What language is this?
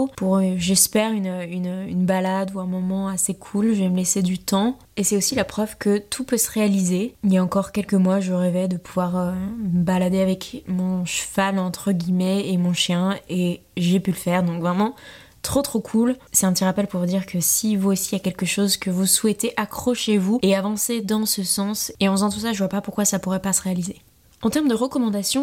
French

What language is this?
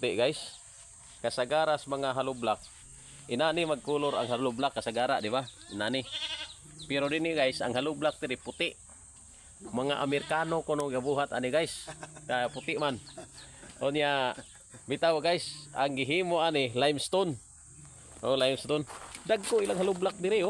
Cebuano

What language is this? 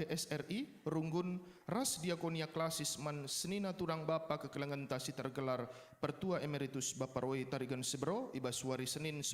Batak Karo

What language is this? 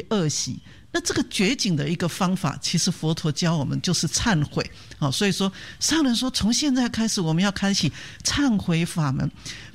Chinese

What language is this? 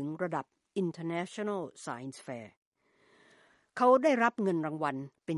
Thai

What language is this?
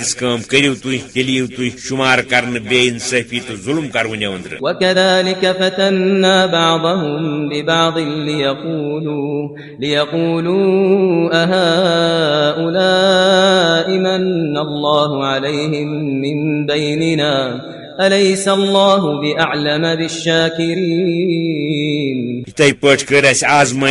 Kashmiri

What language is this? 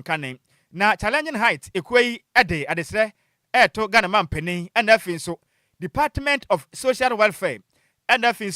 Akan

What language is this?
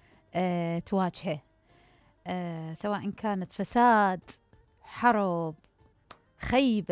Mesopotamian Arabic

